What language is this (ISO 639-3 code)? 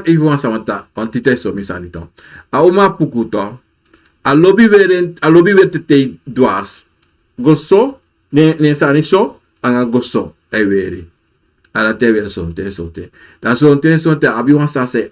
srn